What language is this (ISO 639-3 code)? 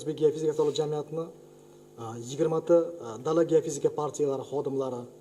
uzb